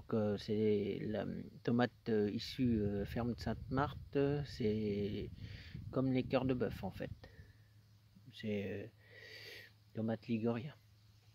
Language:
French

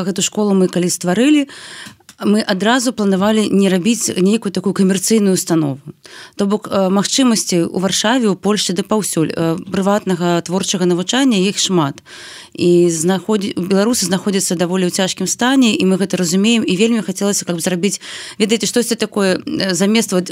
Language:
Belarusian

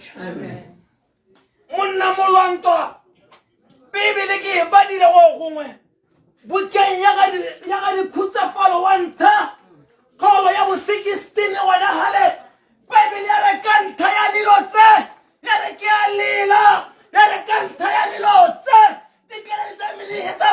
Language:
Tswana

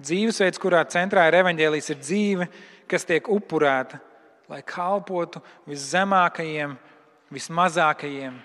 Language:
Latvian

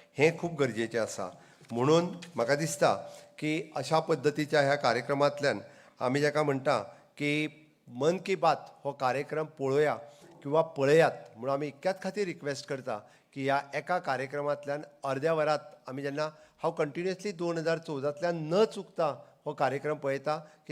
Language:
Konkani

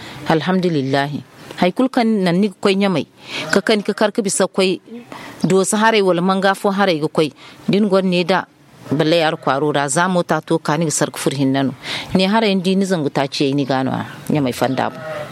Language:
Zarma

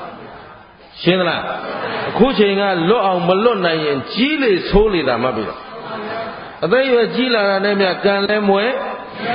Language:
Burmese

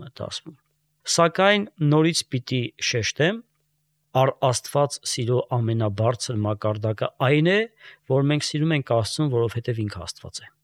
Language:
Armenian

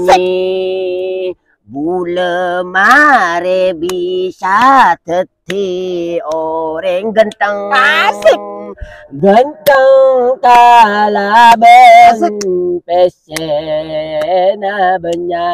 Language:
Madurese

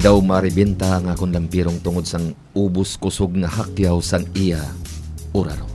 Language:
Hiligaynon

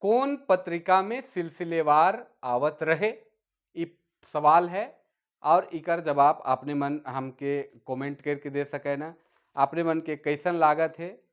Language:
Sadri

